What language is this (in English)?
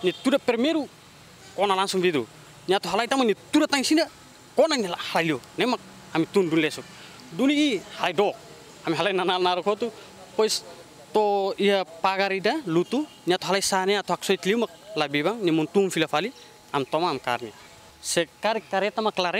Tetum